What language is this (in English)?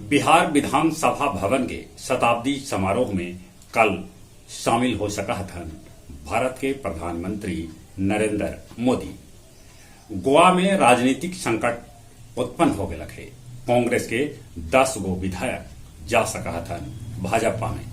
Magahi